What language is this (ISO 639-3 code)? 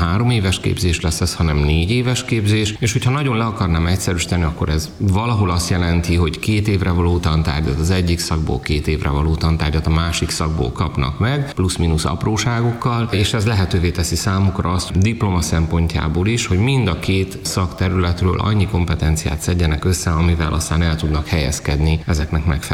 hun